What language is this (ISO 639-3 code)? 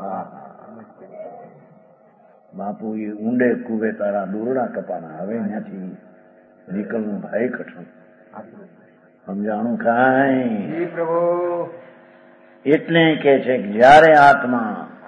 guj